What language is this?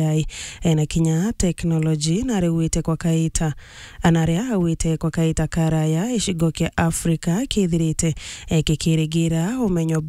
Meru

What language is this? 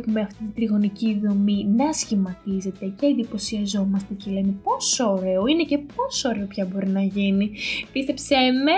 Greek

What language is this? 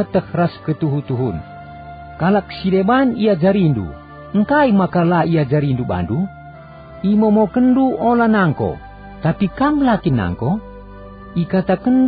Batak Karo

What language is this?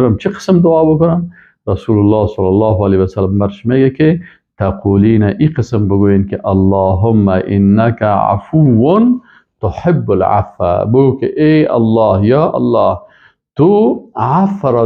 Persian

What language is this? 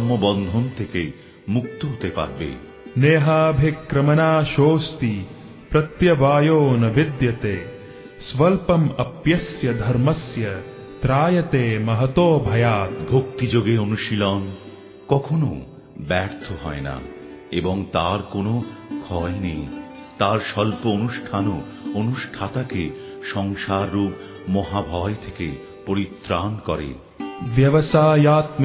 Bangla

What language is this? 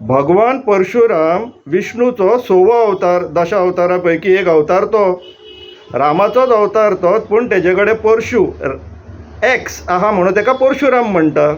Konkani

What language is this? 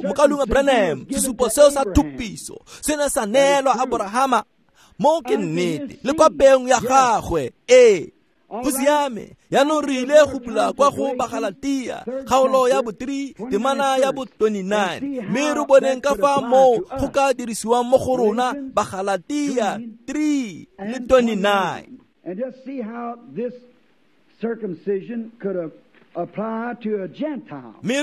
Tswana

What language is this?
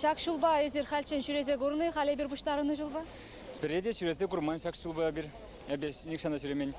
Chuvash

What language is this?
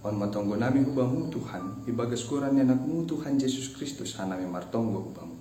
Batak Simalungun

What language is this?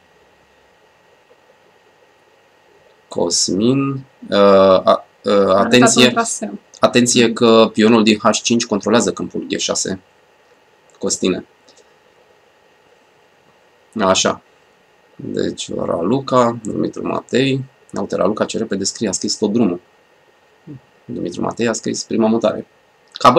Romanian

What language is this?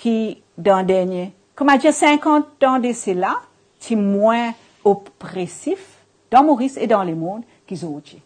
Morisyen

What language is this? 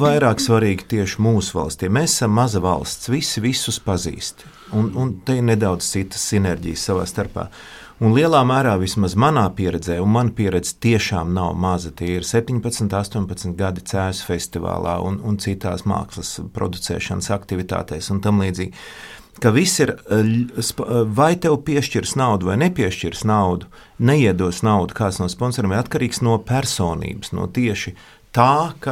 Latvian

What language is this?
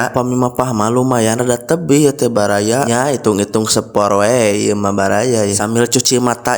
Sundanese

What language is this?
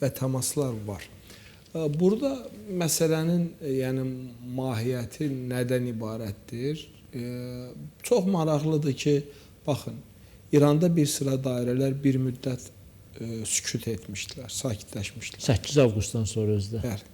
Azerbaijani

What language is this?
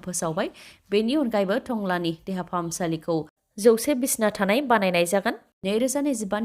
Bodo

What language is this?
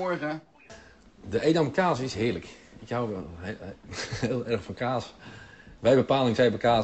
Dutch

